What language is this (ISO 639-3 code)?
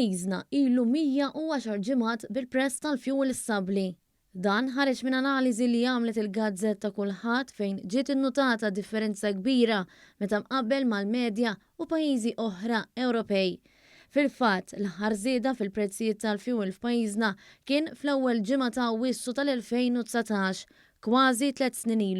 mlt